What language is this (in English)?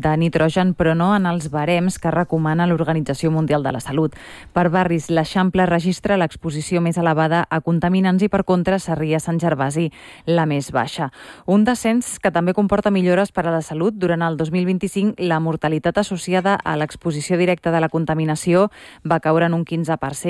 Catalan